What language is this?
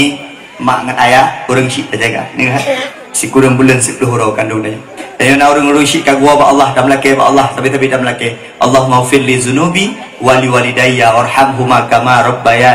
Achinese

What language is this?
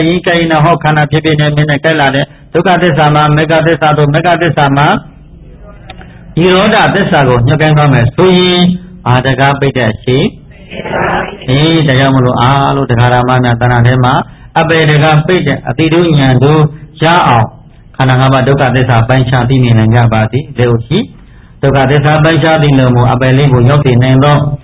Burmese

